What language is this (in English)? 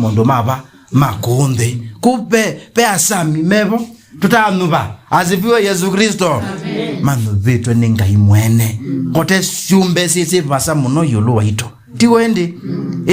Kamba